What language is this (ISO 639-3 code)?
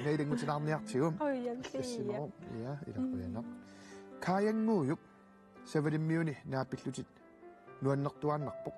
kal